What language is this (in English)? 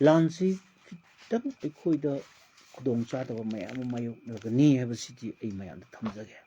Manipuri